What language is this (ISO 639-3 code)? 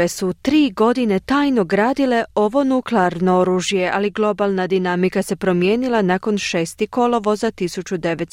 hrv